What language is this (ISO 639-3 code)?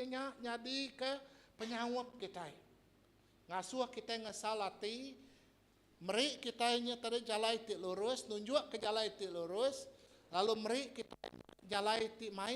iba